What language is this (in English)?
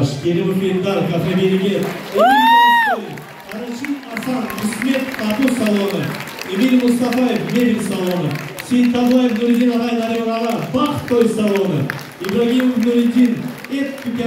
Crimean Tatar